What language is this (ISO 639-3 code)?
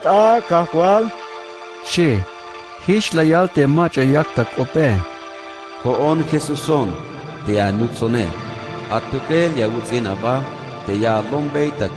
tzh